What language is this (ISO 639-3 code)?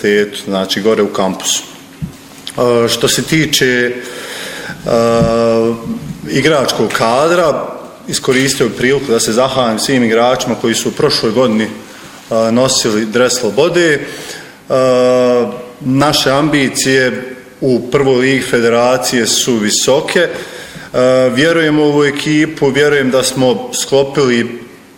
bos